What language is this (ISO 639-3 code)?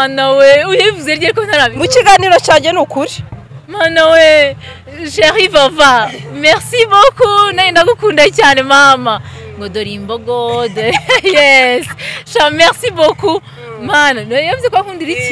kin